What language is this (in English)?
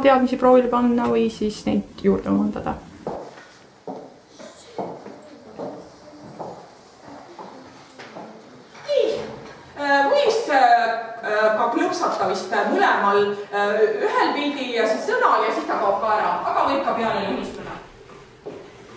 Estonian